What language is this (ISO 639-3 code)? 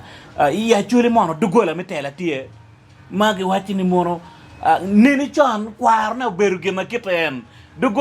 ach